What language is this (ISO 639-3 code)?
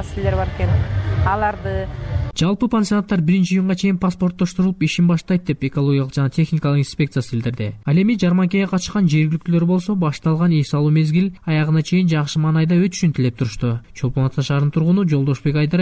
kir